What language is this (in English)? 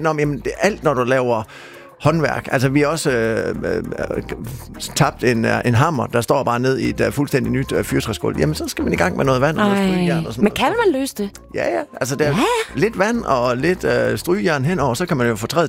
Danish